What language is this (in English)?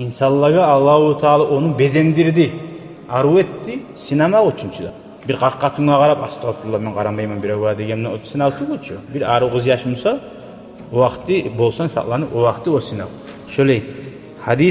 Kumyk